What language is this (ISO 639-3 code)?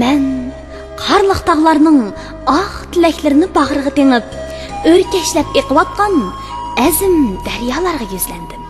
uig